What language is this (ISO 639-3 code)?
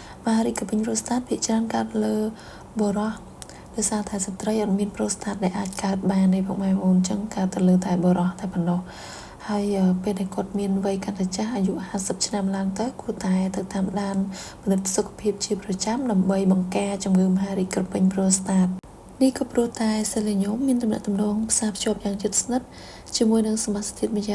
khm